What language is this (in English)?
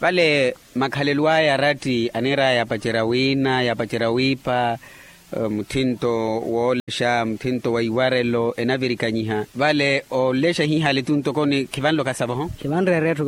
Makhuwa